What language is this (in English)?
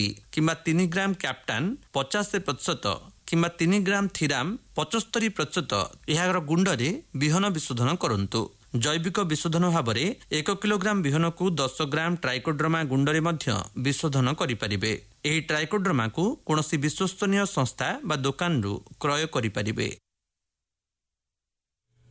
Odia